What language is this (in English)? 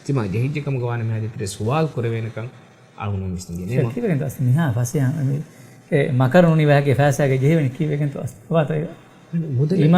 Divehi